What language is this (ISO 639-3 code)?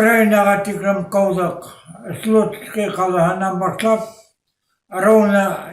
bak